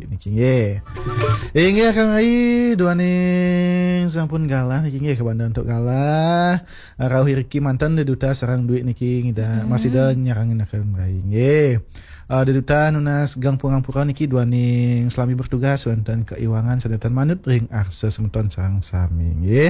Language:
Balinese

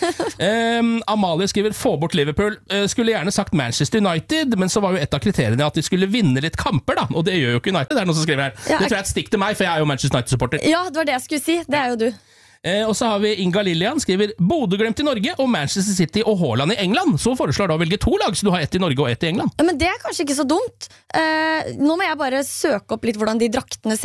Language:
Norwegian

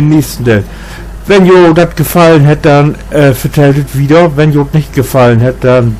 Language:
Low German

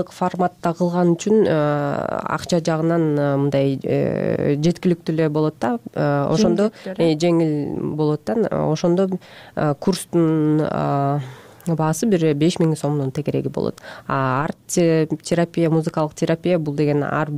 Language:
Kyrgyz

